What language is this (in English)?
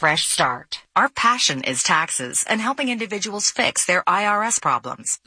English